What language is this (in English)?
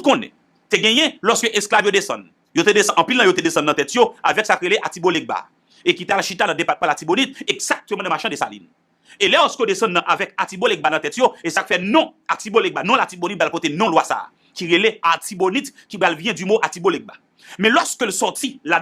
Haitian Creole